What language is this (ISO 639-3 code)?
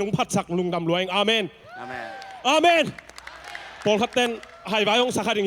ctd